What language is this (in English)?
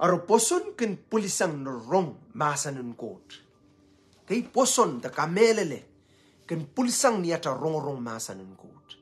Pohnpeian